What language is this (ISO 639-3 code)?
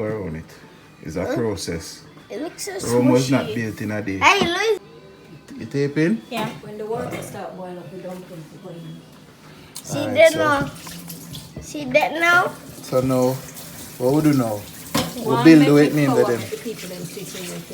jam